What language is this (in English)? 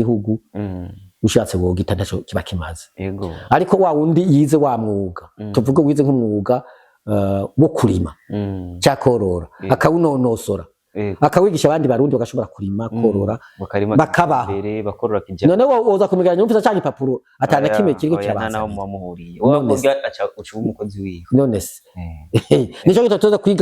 Rundi